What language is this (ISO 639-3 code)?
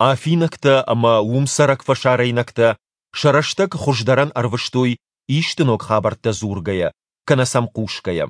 oss